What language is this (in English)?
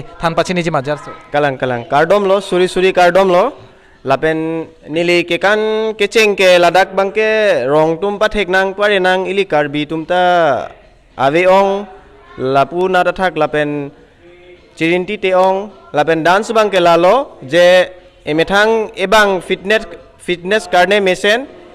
Karbi